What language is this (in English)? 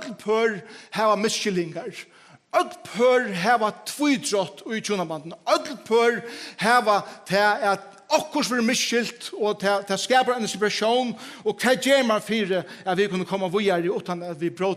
Faroese